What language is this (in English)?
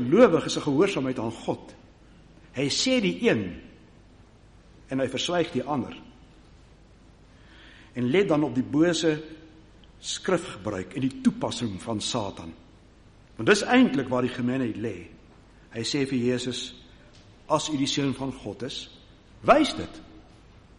Afrikaans